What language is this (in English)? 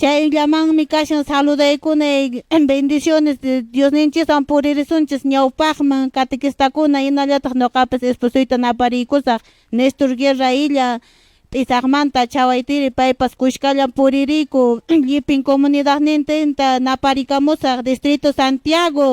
Quechua